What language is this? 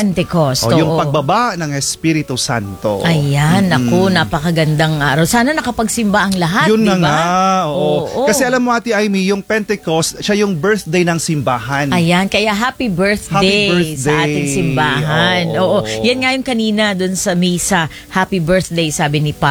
Filipino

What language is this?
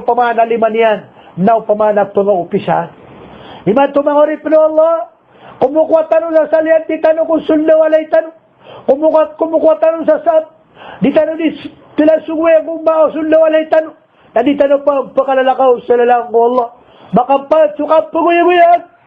Maranao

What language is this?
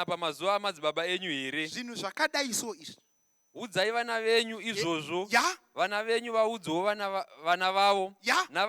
Shona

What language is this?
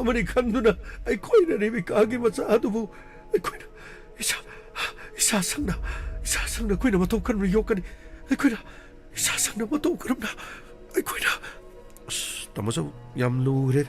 Manipuri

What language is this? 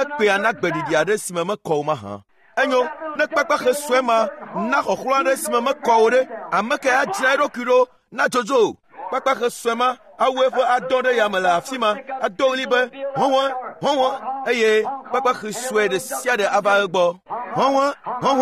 Ewe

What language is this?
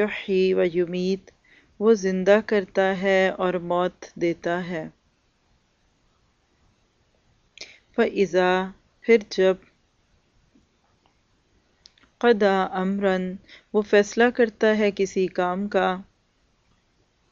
Urdu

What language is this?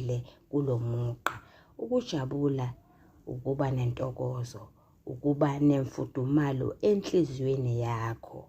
Zulu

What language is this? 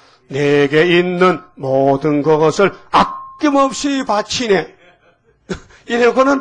Korean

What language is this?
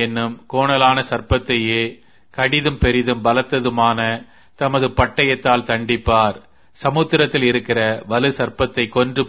Tamil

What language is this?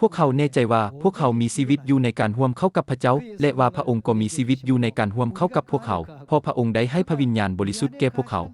Lao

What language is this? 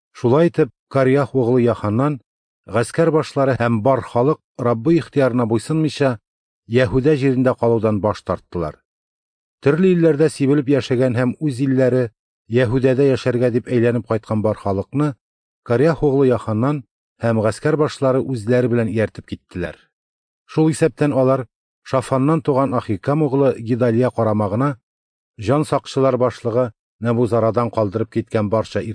Tatar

